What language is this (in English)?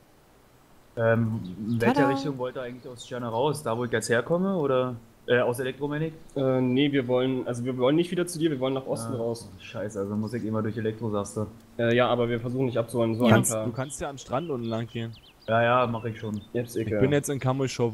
German